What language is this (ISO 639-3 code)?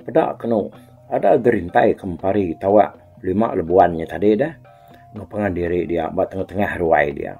iba